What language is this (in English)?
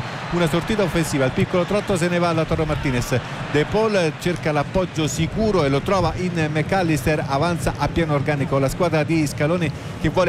Italian